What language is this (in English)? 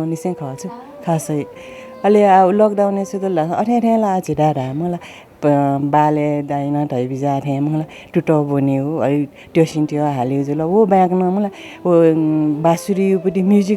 Newari